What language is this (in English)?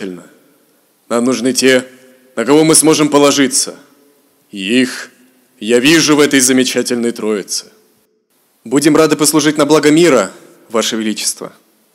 Russian